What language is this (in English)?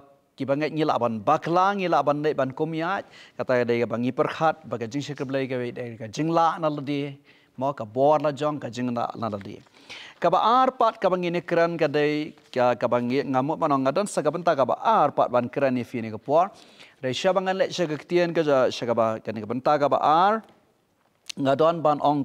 Khasi